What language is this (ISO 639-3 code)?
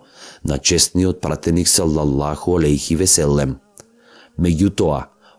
mkd